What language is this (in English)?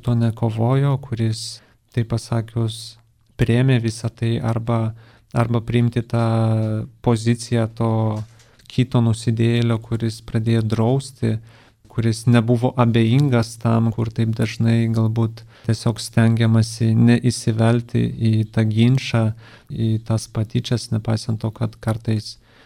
Lithuanian